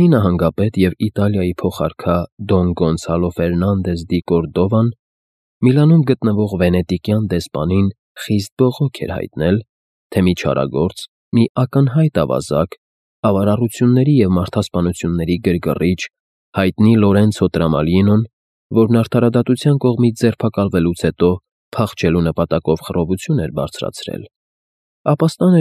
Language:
Armenian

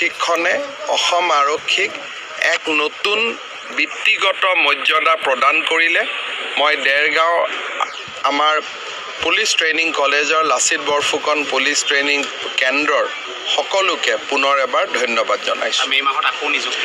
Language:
Assamese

